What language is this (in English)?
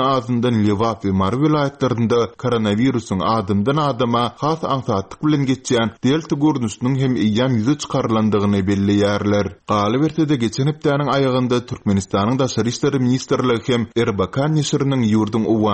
Turkmen